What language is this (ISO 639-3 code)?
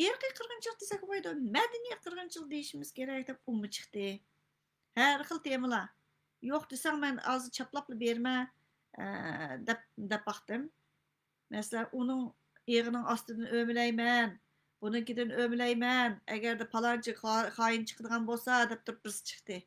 uig